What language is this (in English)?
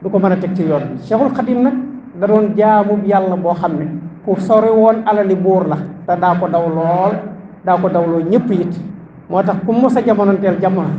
Wolof